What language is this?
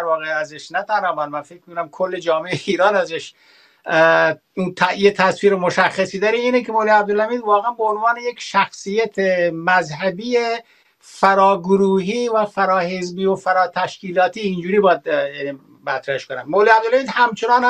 Persian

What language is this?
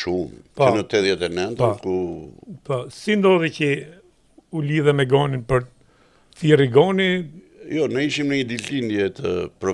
Albanian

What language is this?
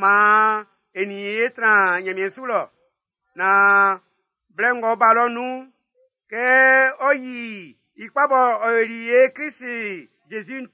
Baoulé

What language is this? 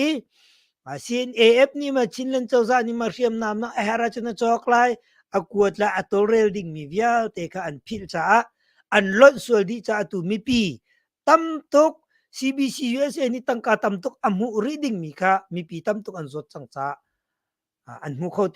Hakha Chin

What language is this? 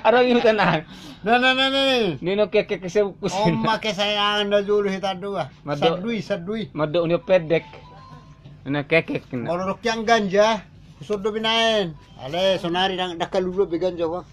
Batak Toba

